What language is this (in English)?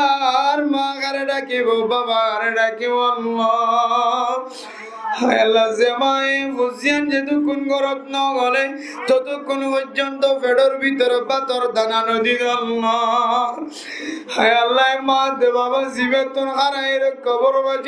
Rohingya